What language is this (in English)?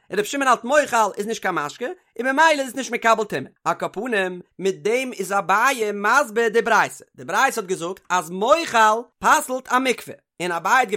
Yiddish